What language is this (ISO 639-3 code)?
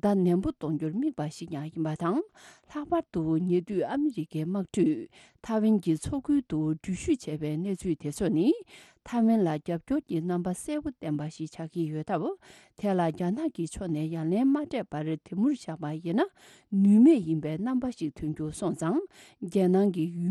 bod